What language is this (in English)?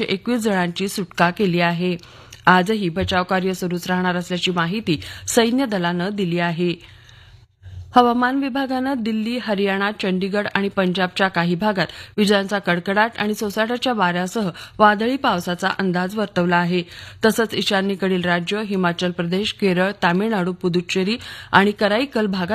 Marathi